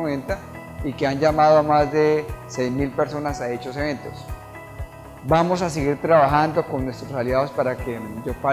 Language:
Spanish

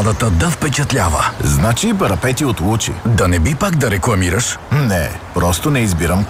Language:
Bulgarian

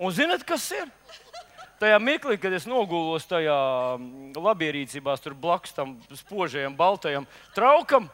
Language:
Latvian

